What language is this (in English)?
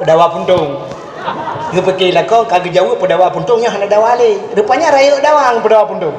Achinese